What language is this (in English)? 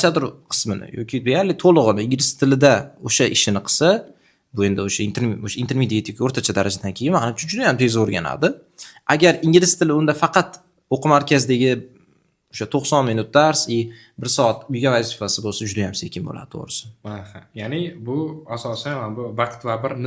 Uzbek